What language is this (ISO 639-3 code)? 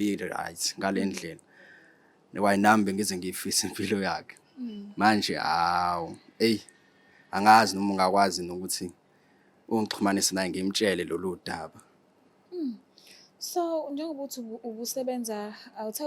zul